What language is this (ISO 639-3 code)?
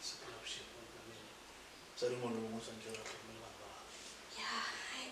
nso